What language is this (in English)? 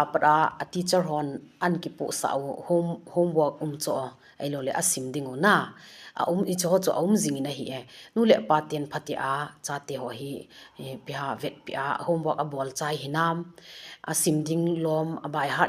Thado Chin